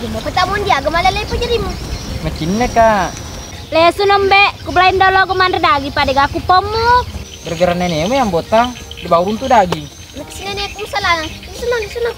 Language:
Buginese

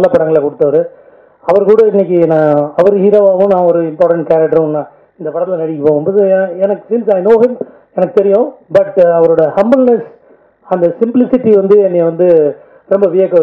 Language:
Tamil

